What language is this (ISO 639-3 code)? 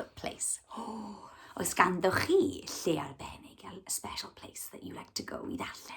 cym